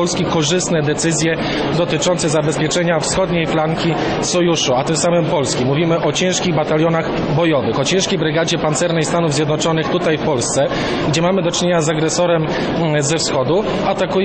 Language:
Polish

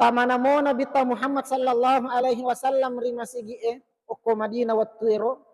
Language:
Buginese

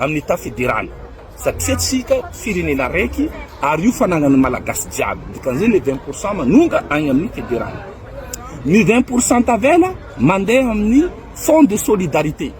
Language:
Malagasy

